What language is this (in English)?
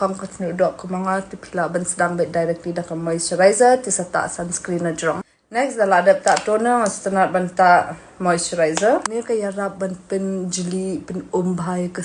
Khasi